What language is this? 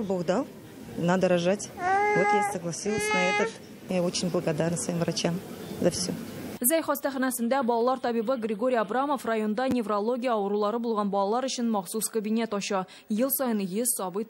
Tatar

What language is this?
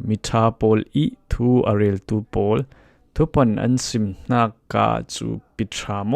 Falam Chin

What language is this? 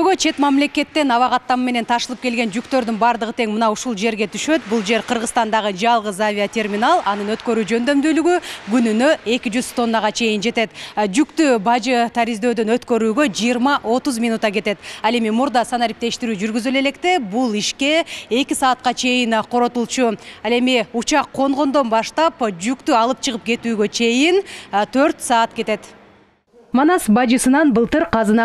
Kyrgyz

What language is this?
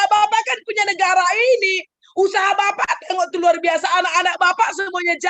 Batak Karo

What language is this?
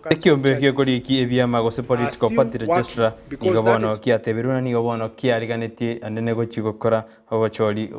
Gusii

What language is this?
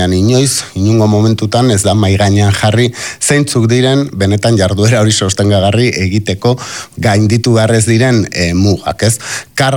Basque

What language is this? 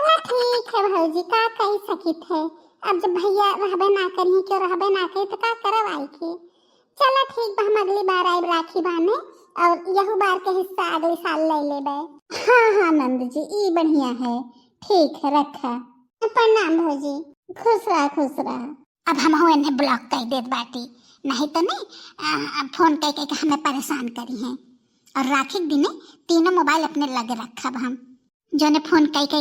Bhojpuri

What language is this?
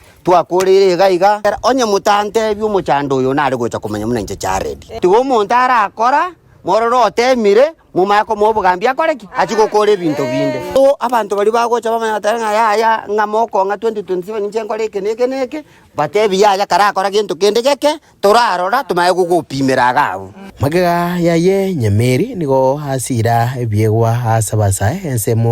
Gusii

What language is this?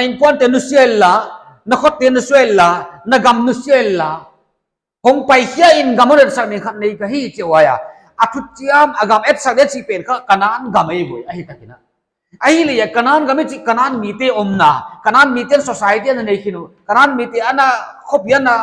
Paite Chin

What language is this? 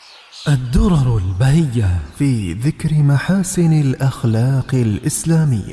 Arabic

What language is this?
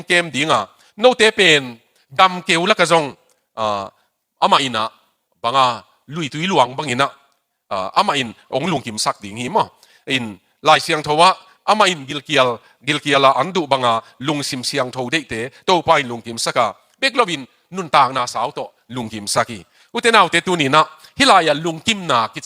Tedim Chin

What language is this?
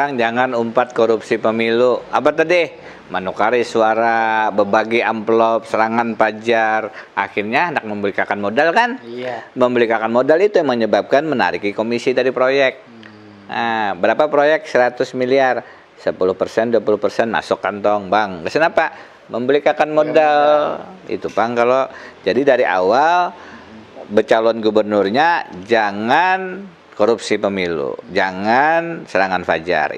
Banjar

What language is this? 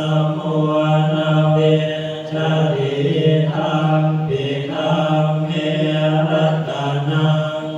Pali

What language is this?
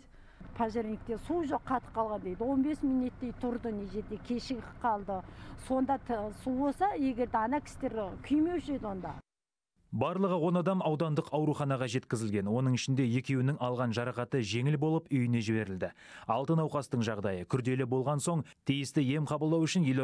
Kazakh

